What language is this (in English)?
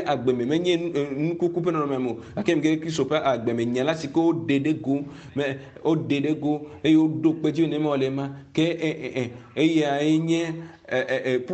Ewe